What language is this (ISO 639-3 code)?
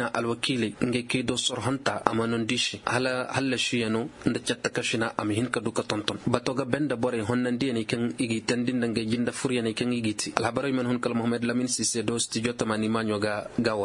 ses